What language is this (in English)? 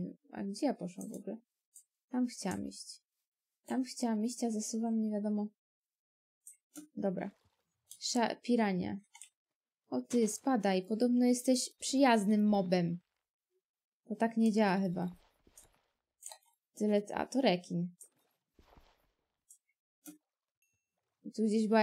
Polish